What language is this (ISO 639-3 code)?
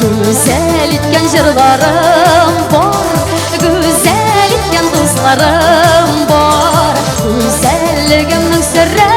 tat